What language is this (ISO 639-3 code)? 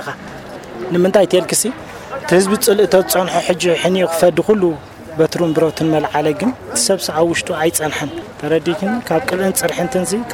tir